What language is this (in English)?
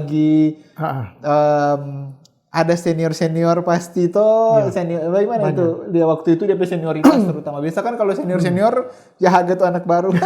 Manado Malay